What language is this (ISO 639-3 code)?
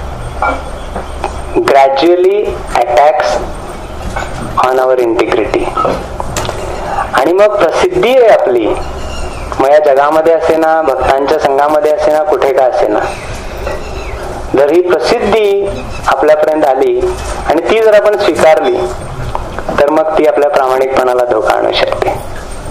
mar